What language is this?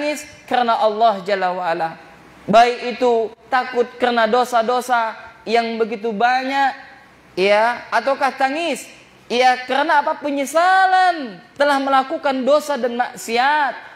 Indonesian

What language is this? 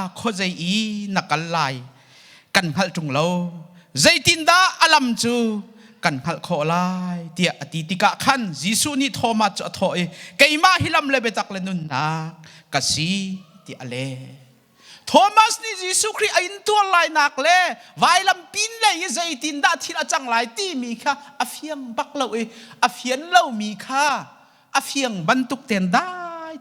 Hakha Chin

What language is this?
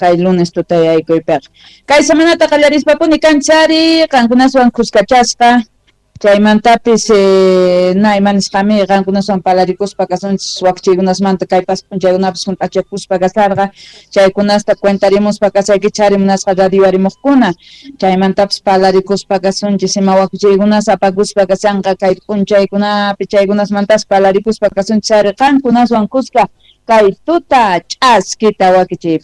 South Bolivian Quechua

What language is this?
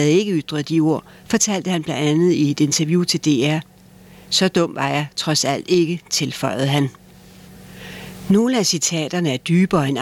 Danish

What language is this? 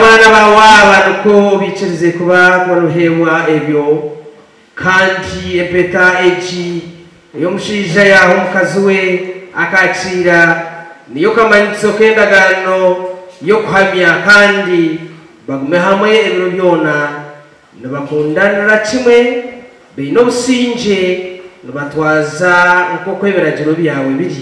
Nyankole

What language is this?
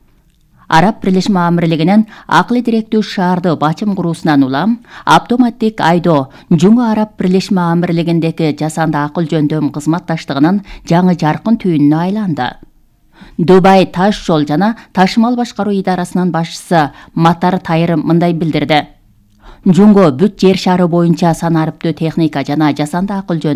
Kyrgyz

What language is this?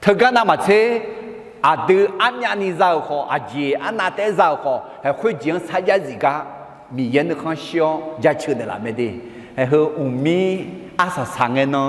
Akha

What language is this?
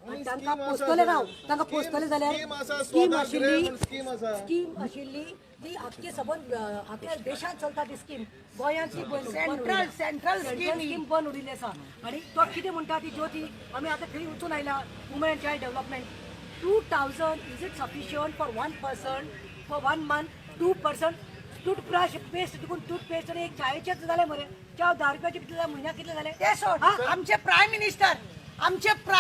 Konkani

